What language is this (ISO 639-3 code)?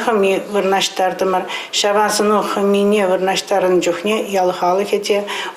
chv